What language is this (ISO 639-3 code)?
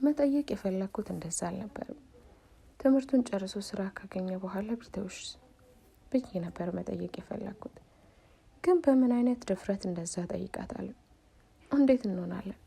amh